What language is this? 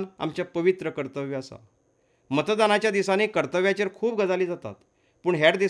Konkani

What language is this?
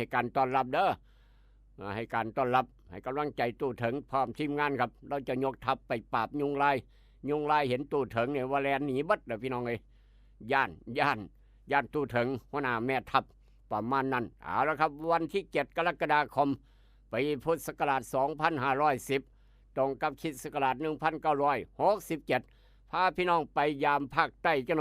Northeastern Thai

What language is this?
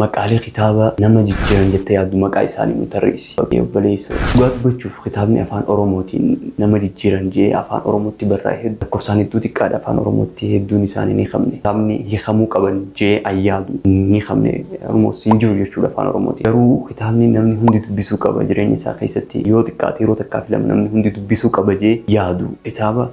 Oromo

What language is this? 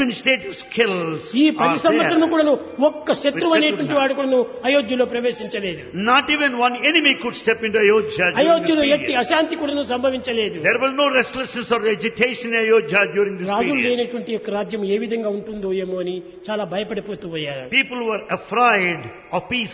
Telugu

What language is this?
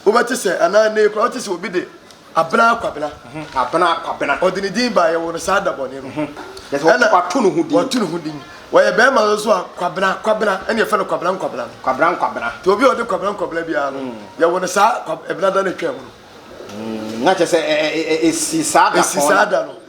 Akan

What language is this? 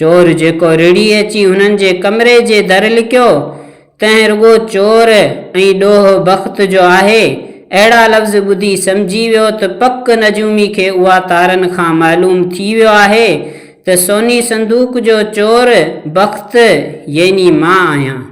Sindhi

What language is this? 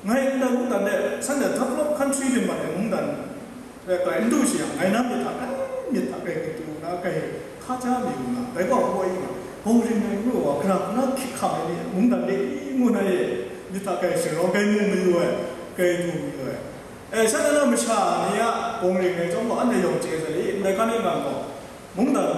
Kachin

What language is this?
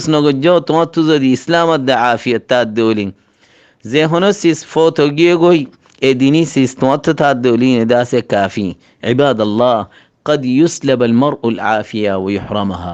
Rohingya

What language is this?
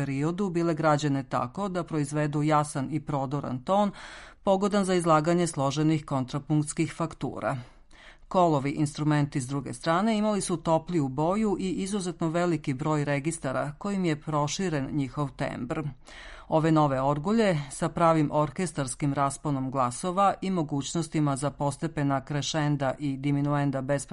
Serbian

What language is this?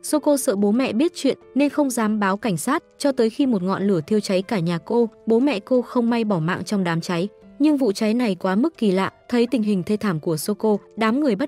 Vietnamese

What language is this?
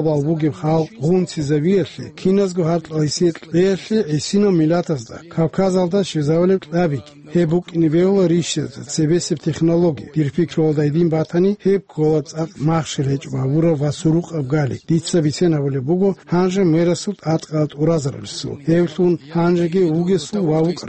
Avaric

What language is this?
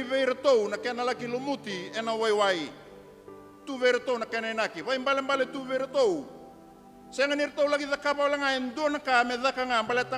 Fijian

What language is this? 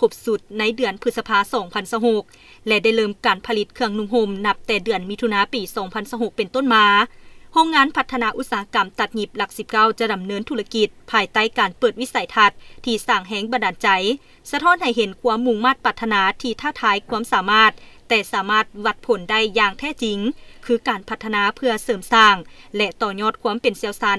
Lao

